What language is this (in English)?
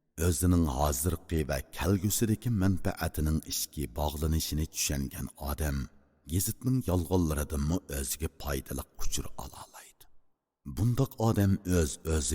Uyghur